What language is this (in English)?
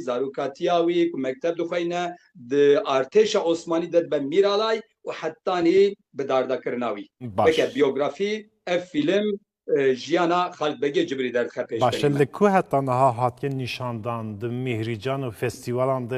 Kurdish